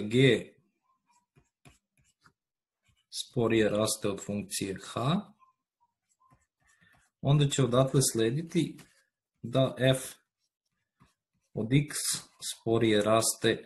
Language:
Serbian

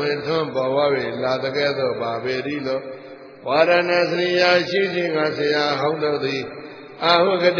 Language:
Burmese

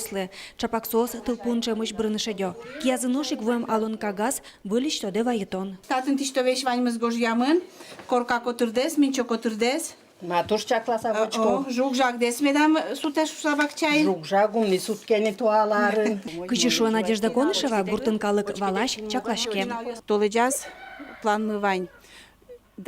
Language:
Udmurt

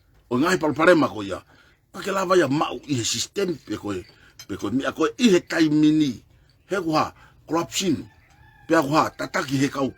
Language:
Tongan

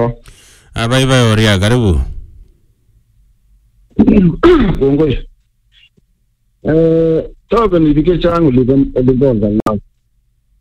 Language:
Swahili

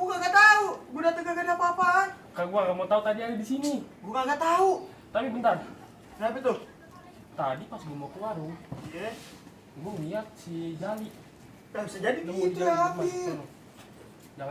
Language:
Betawi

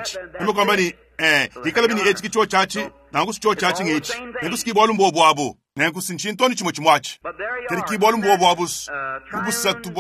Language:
Luba-Lulua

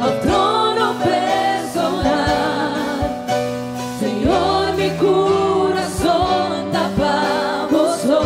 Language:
Papiamento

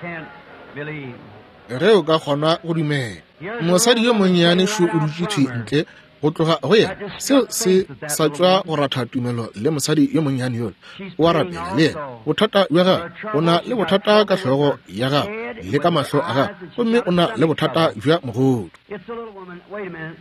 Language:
Northern Sotho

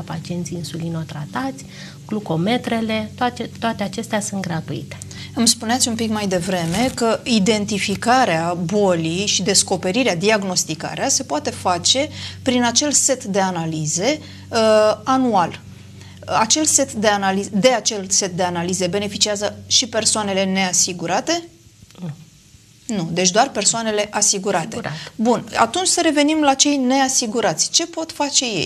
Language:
Romanian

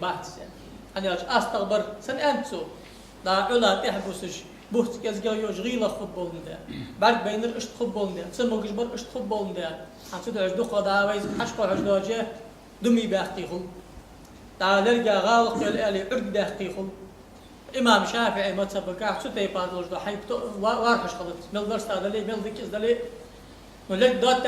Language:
Ingush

